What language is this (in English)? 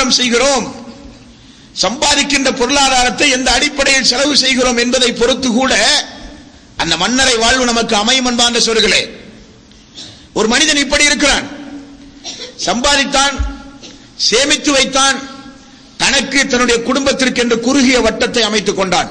Tamil